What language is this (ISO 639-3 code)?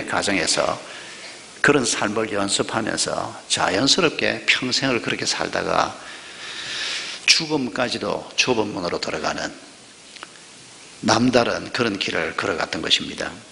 kor